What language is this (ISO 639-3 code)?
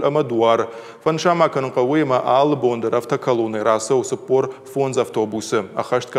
oss